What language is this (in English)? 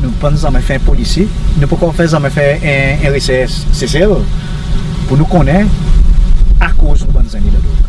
Seselwa Creole French